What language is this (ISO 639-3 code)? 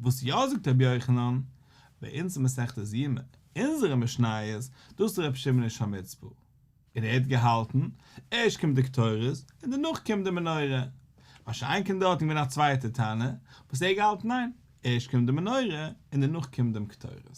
yid